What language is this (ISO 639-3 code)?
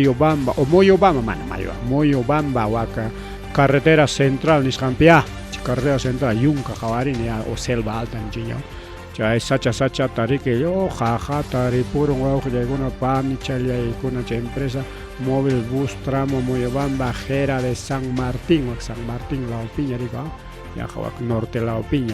quy